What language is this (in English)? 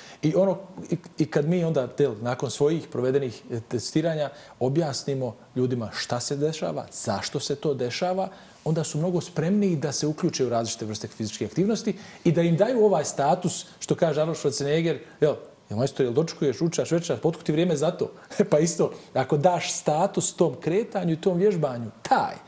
Bosnian